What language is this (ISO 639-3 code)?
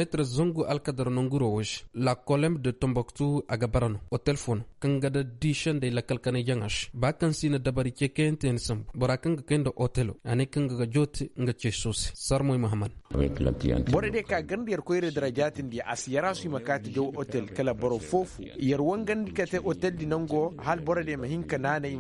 ses